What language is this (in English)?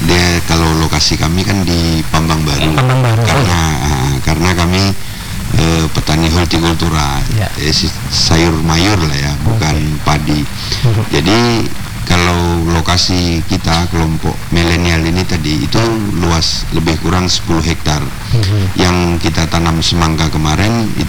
Indonesian